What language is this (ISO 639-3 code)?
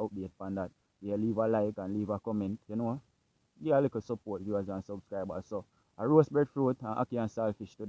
jam